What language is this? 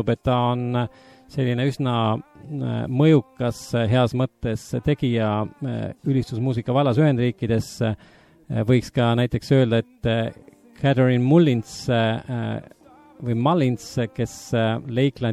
Estonian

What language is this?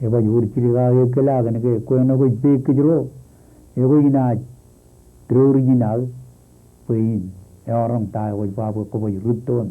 Marshallese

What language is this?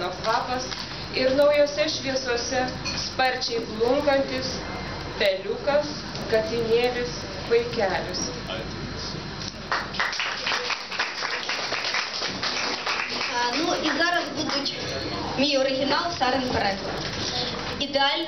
Ukrainian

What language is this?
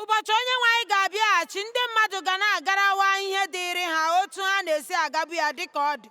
Igbo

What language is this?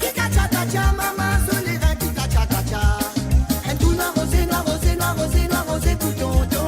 Morisyen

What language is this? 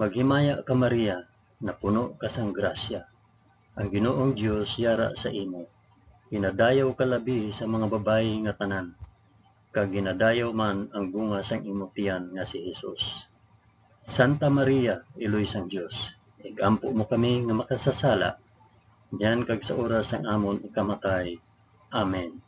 Hiligaynon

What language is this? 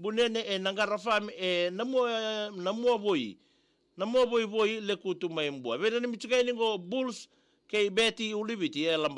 Fijian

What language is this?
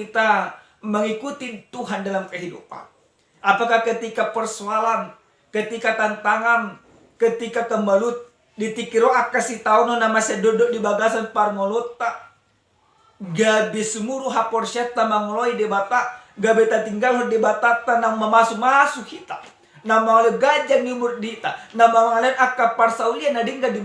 Batak Toba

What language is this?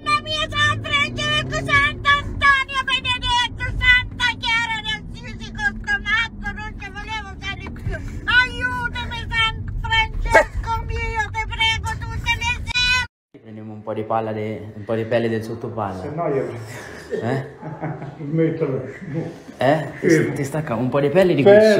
Italian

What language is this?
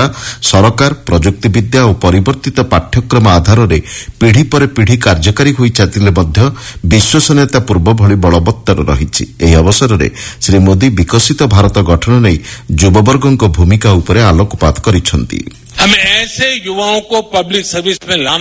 Odia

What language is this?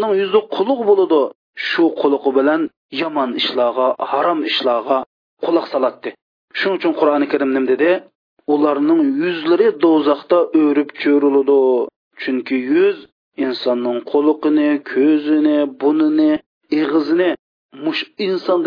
Uyghur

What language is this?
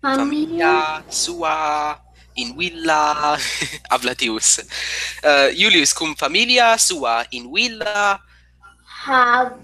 Latin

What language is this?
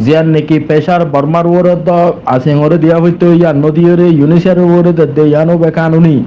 Rohingya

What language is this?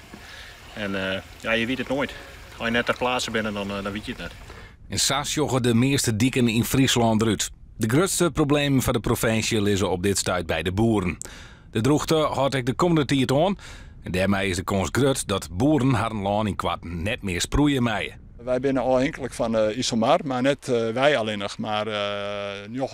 Western Frisian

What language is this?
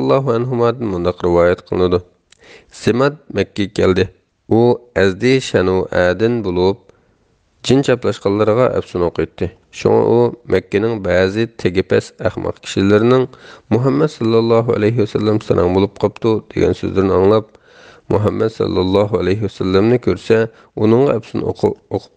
Uyghur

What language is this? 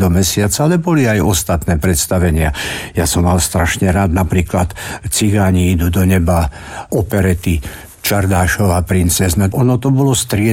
Slovak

